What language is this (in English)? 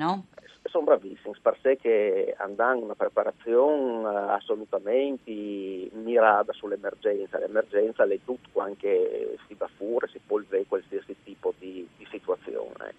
Friulian